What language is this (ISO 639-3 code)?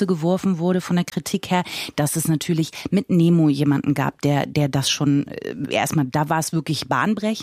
deu